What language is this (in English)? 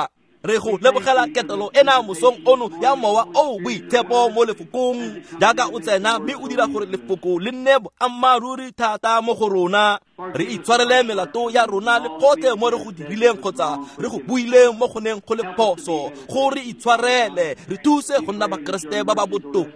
Tswana